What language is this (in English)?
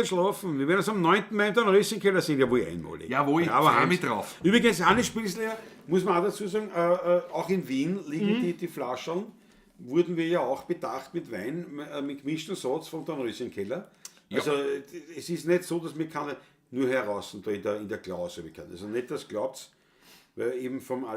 Bavarian